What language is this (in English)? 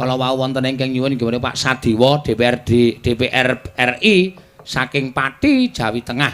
Javanese